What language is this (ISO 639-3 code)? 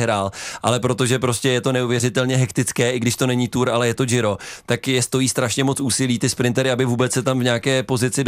ces